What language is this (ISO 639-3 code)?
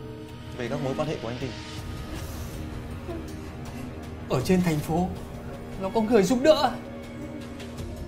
vie